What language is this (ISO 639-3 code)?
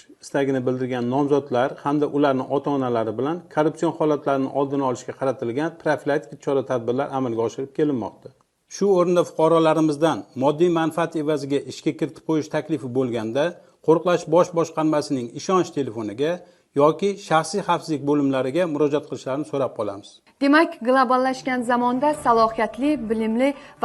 uzb